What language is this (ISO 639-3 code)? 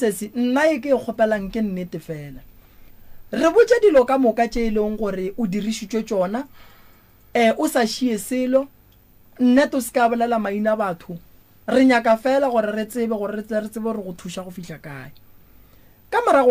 nso